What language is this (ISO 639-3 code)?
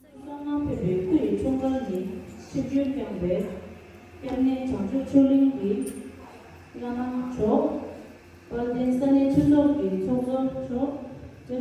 bod